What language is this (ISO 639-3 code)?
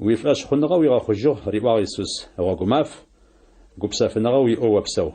ady